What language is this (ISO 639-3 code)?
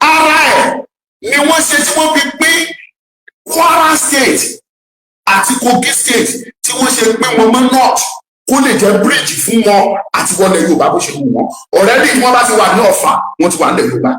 yor